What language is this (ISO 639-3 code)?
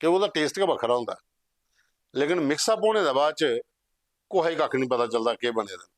doi